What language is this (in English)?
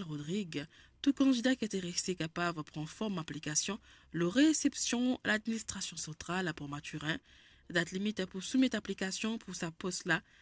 Morisyen